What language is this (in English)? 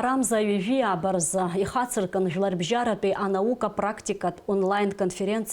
Abkhazian